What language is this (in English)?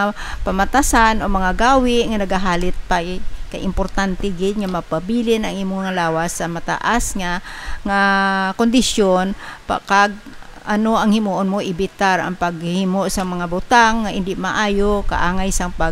Hiligaynon